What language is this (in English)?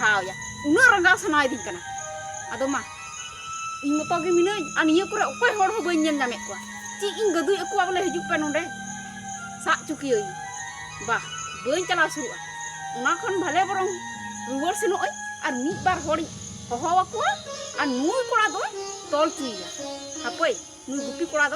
Santali